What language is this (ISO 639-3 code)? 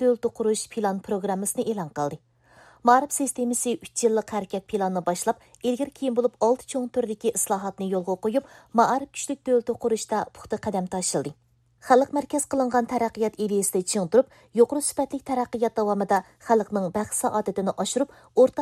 uig